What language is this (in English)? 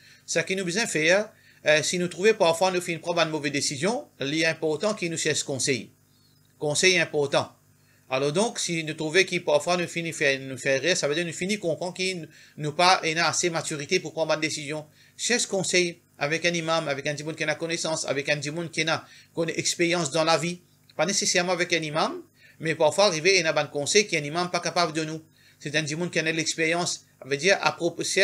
Morisyen